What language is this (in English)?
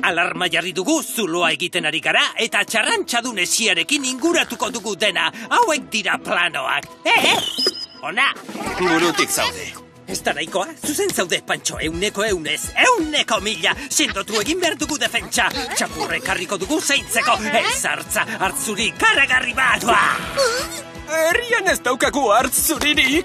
Basque